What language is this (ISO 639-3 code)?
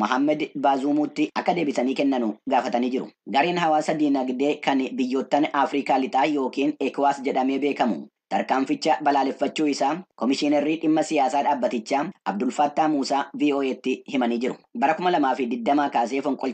orm